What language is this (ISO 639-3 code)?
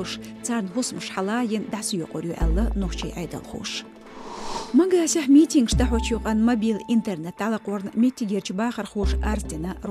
che